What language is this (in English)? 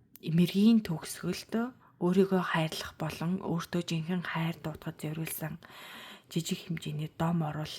Mongolian